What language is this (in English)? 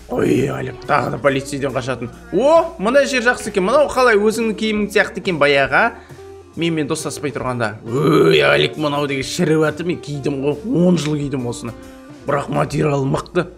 Kazakh